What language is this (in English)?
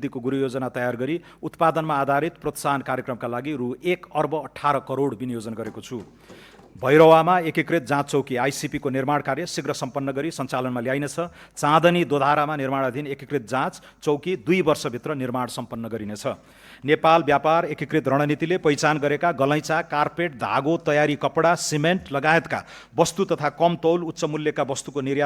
Nepali